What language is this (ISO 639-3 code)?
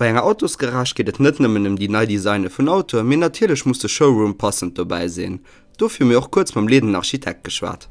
ltz